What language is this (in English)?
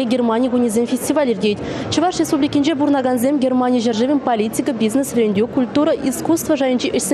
Chuvash